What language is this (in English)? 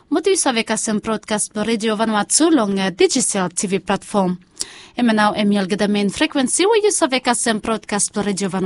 Bislama